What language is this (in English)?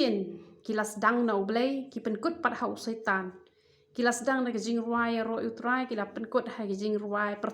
Khasi